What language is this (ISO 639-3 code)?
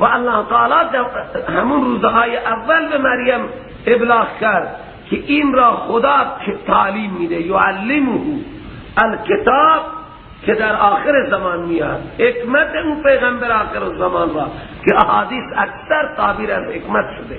fas